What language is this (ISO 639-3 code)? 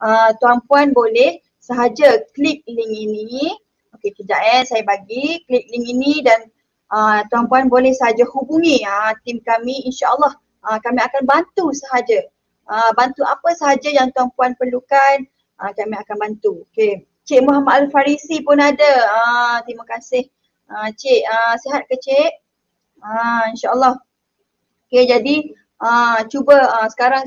msa